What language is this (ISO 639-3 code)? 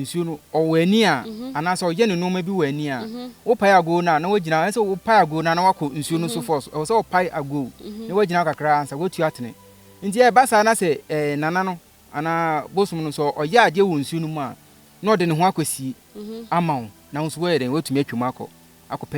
aka